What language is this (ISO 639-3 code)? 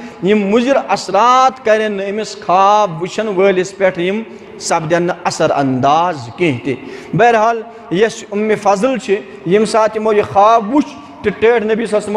kas